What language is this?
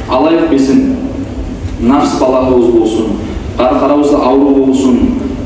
Kumyk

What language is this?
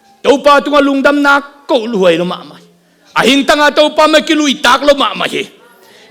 Tedim Chin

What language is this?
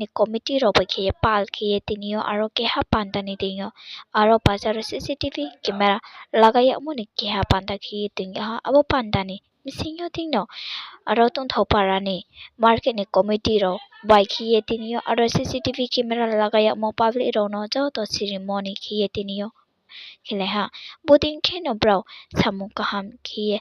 Riang (India)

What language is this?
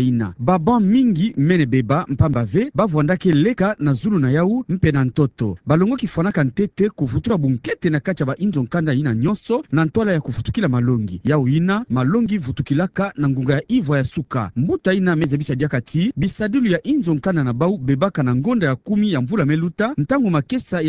Kituba (Democratic Republic of Congo)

